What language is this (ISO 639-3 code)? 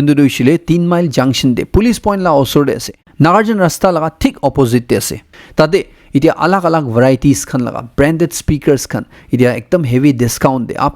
nag